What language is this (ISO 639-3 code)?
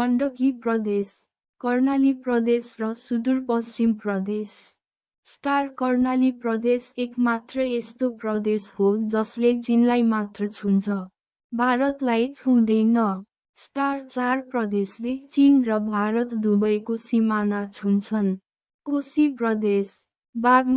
nep